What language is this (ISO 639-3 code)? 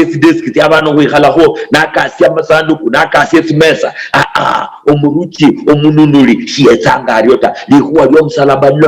luy